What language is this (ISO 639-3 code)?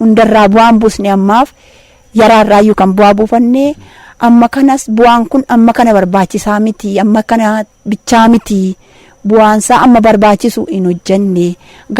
orm